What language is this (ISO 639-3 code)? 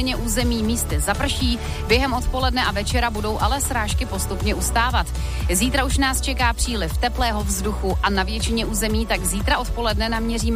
ces